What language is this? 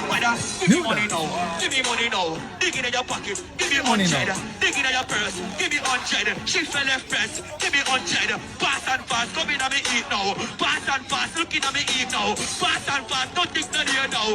Jamaican Creole English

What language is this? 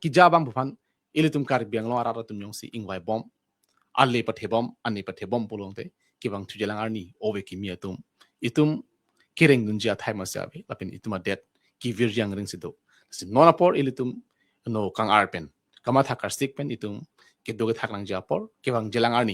Karbi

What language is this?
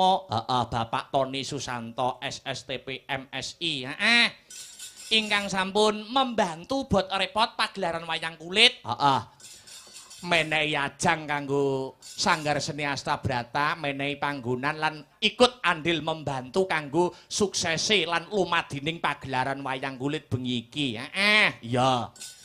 Javanese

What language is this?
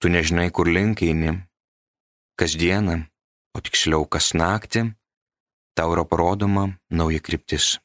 Lithuanian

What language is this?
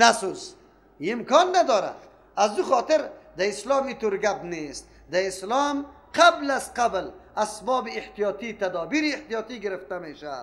Persian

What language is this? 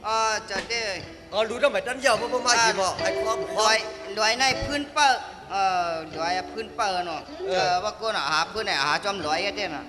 Shan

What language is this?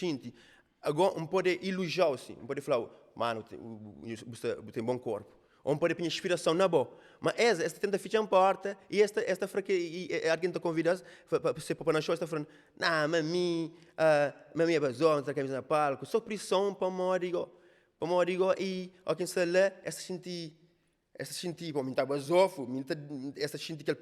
Kabuverdianu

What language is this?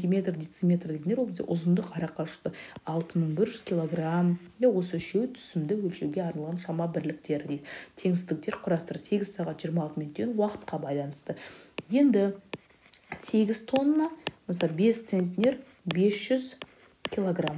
Kazakh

